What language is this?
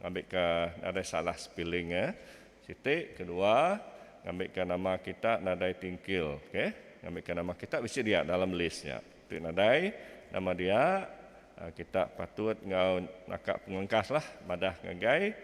Iban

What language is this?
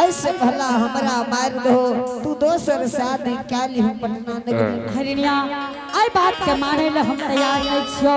Angika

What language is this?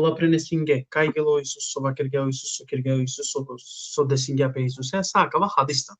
Balkan Romani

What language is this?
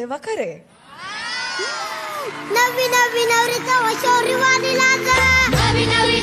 Marathi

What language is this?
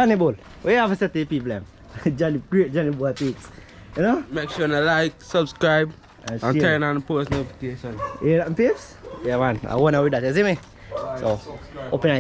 Jamaican Creole English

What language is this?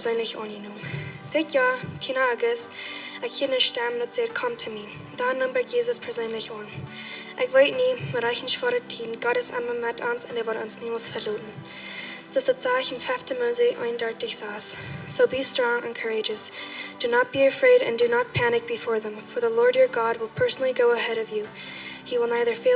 Plautdietsch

